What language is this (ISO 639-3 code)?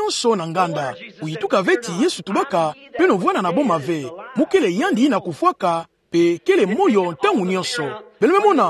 ktu